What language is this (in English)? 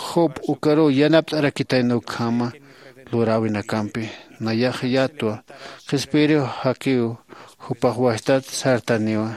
Aymara